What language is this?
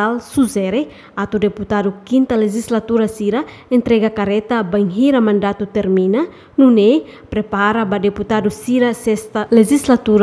Tetum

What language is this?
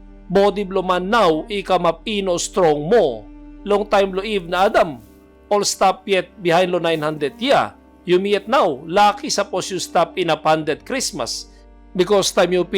Tok Pisin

